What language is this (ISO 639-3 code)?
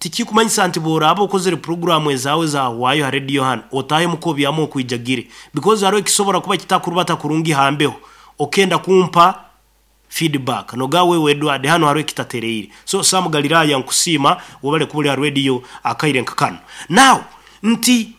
nyo